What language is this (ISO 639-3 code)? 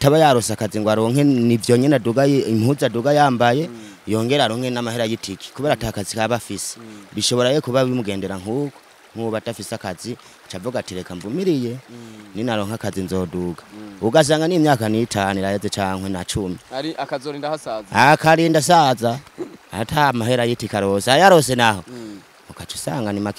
run